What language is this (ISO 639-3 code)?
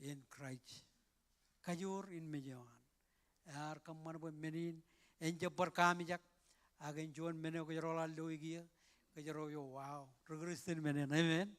mah